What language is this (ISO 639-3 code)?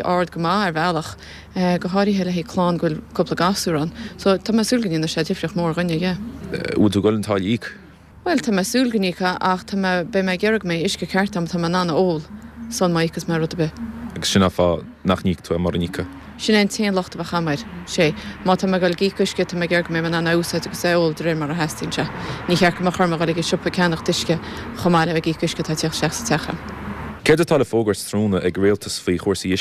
gle